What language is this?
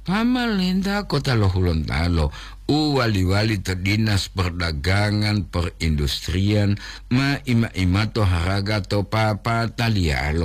Gorontalo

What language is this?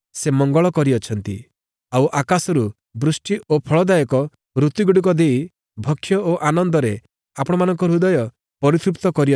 Odia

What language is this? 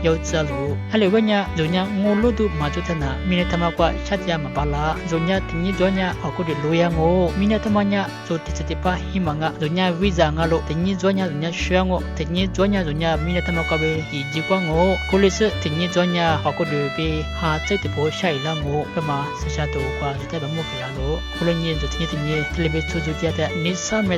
Lisu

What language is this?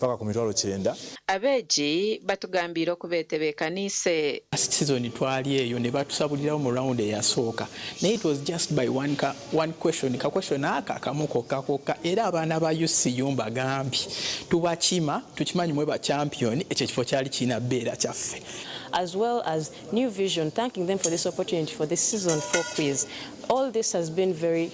Nyankole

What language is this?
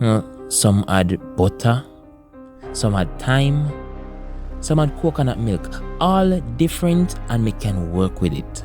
Jamaican Creole English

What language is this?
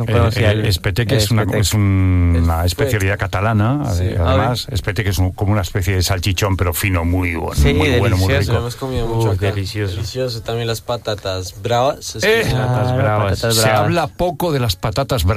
Spanish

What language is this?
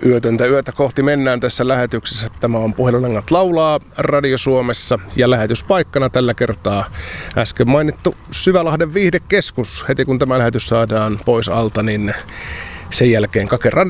Finnish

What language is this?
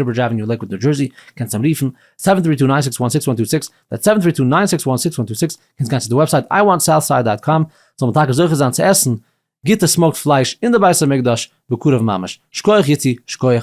Yiddish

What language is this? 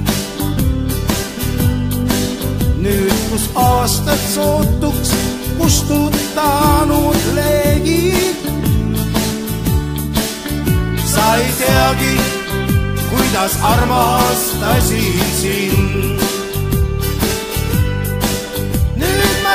Estonian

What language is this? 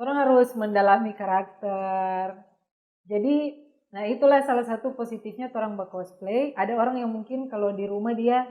Manado Malay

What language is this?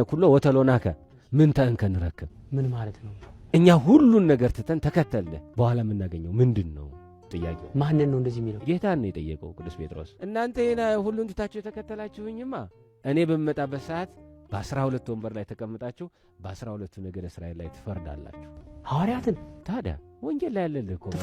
Amharic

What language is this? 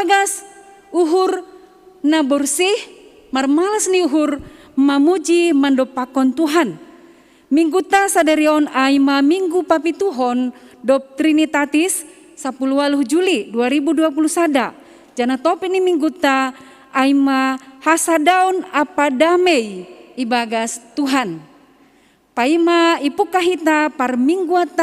Batak Simalungun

